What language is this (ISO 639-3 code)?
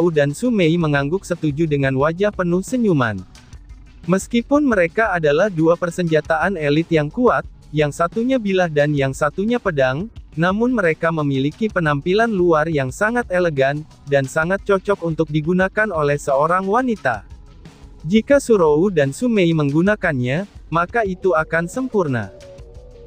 ind